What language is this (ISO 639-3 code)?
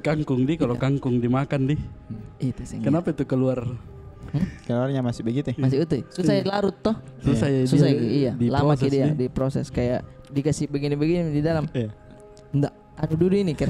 mfp